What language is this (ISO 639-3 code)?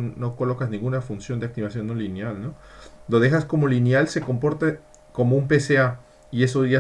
spa